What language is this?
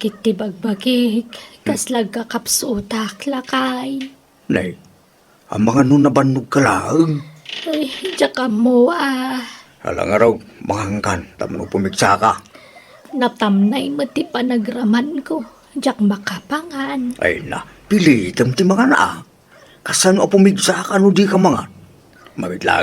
Iloko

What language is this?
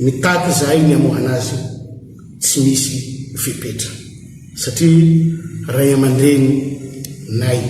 Malagasy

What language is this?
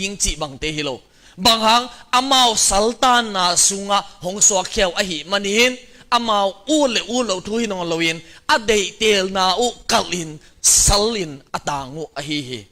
Tedim Chin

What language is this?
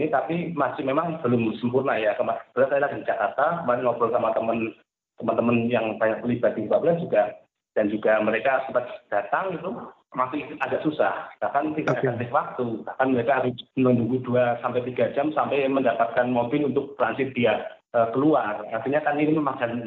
Indonesian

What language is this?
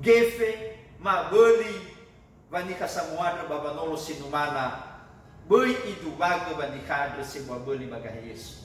Nias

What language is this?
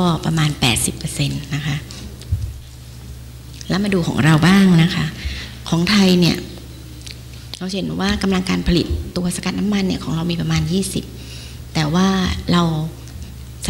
Thai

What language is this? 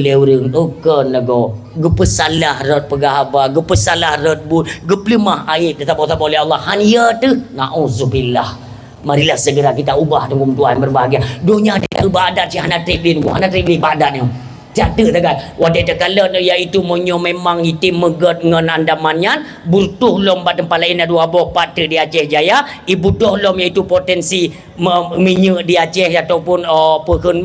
Achinese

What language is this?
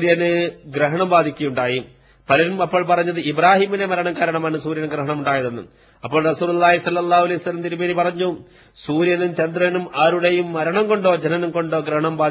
Malayalam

